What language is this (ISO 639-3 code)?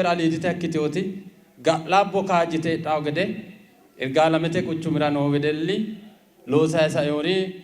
sid